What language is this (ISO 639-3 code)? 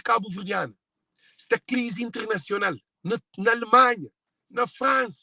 kea